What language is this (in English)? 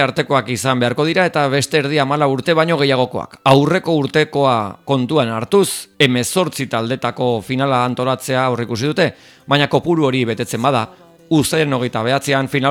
Basque